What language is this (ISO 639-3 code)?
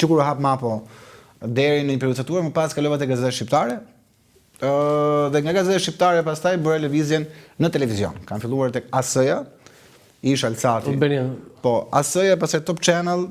sqi